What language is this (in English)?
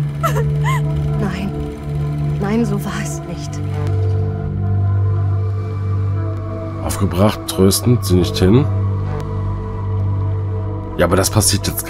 German